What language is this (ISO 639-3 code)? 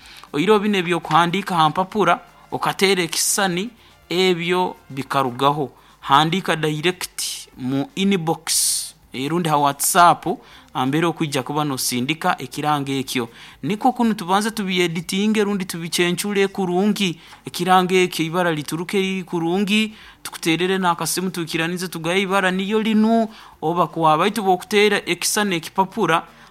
nyn